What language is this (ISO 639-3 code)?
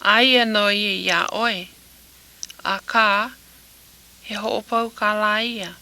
haw